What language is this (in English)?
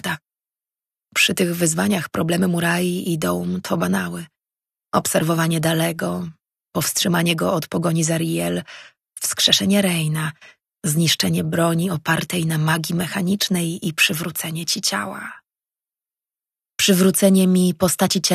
Polish